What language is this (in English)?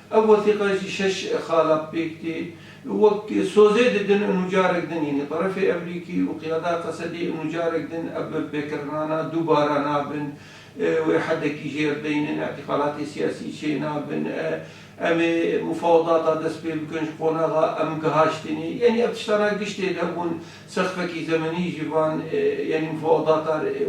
Kurdish